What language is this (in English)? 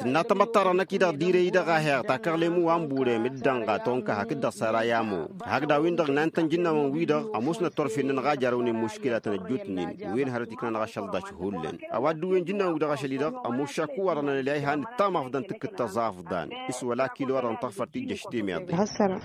Tamasheq